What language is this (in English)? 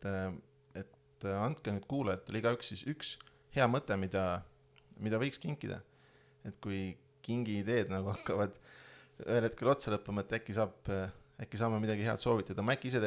Estonian